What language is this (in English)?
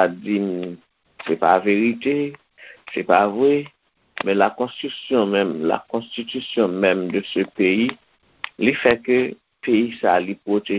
Haitian Creole